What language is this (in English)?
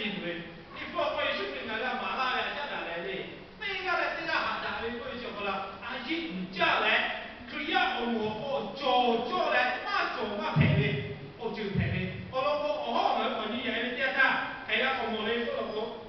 Lahu